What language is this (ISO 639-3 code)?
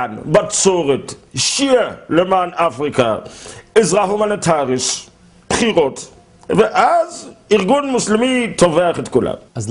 heb